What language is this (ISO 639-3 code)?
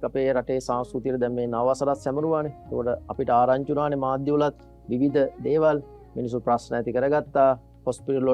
sin